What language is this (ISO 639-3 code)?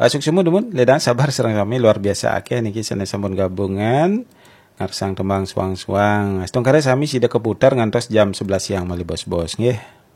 ban